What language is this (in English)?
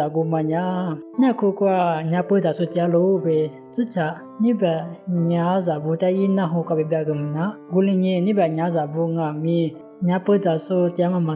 Lisu